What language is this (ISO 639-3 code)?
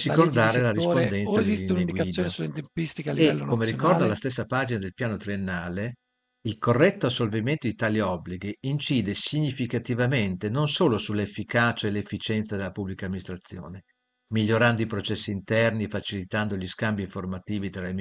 ita